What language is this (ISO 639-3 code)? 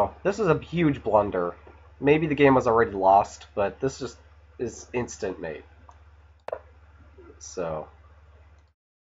eng